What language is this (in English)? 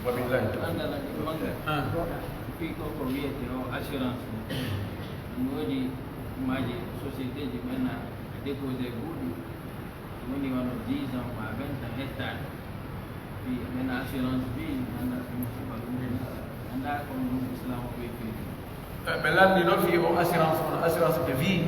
Pular